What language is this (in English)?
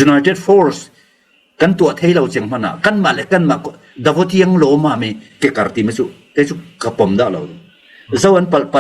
Falam Chin